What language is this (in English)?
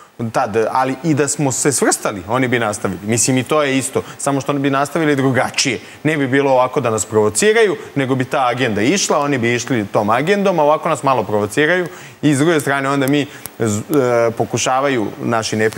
Serbian